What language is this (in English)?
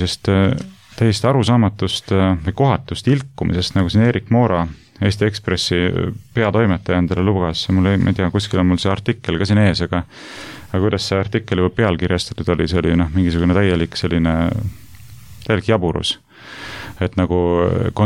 Estonian